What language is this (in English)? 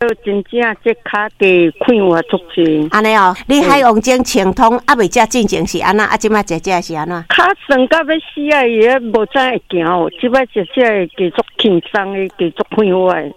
Min Nan Chinese